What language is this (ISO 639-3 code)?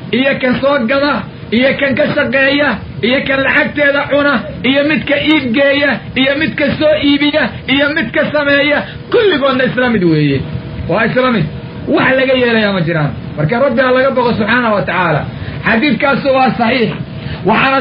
som